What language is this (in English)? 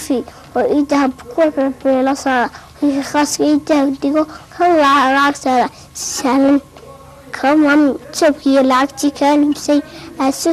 Somali